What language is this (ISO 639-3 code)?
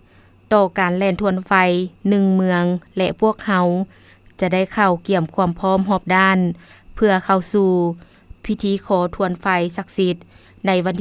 lao